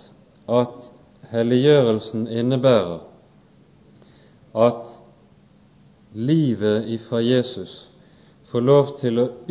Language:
Norwegian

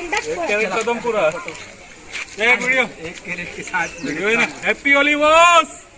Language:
Chhattisgarhi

